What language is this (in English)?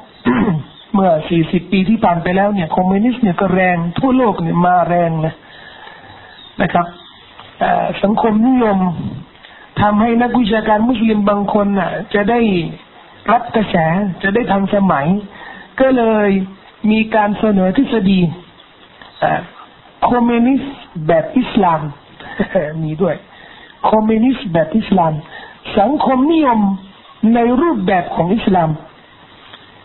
Thai